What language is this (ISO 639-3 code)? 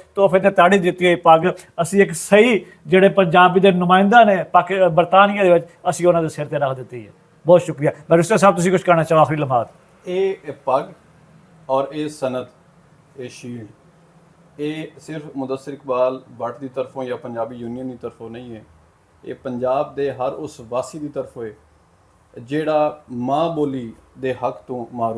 lah